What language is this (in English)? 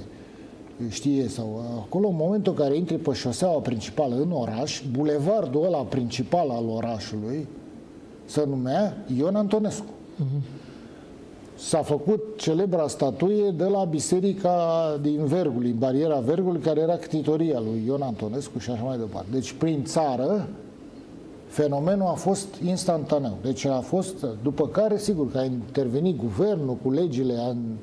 Romanian